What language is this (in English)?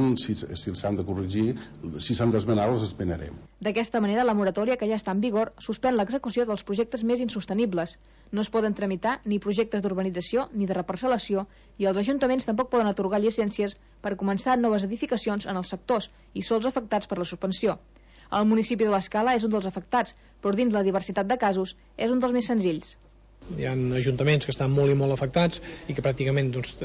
Catalan